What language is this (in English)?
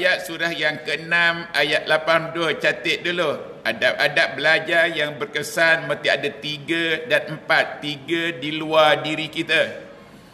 Malay